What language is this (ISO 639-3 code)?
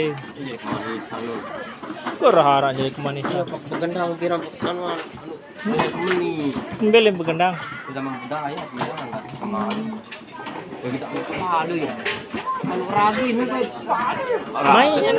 sas